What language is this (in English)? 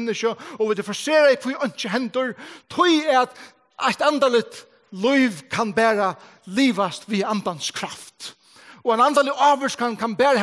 Faroese